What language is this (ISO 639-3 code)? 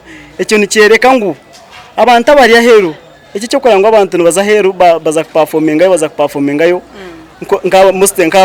nyn